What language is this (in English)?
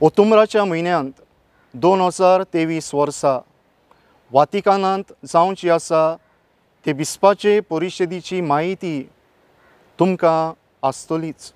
Konkani